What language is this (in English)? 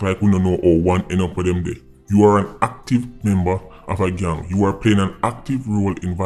Jamaican Creole English